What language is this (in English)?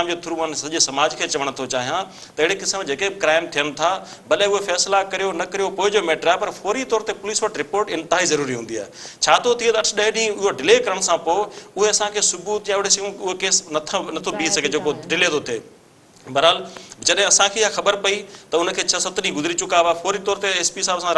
Sindhi